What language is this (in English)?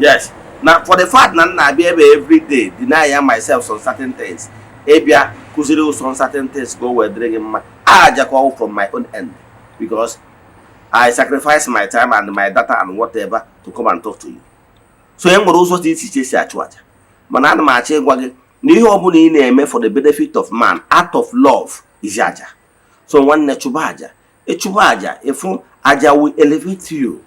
Igbo